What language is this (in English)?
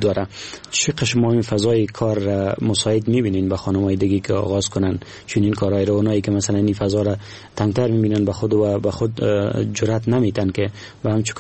Persian